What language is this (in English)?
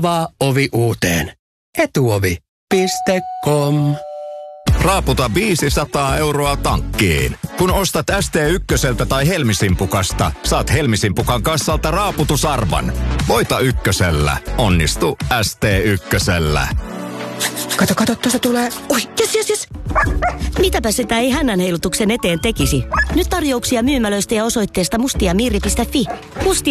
Finnish